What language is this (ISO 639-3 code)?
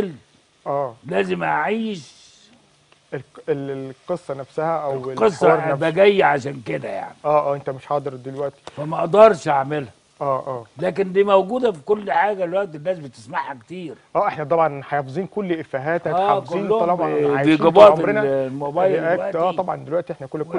arz